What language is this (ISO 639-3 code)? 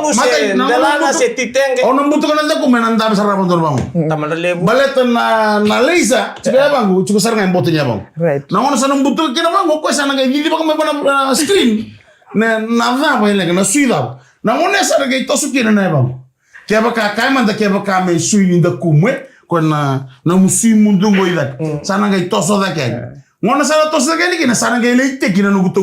fij